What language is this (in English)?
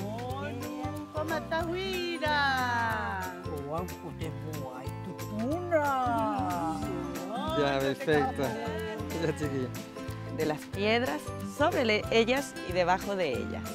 Rapanui